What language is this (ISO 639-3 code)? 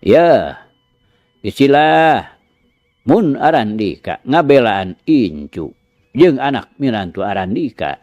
sun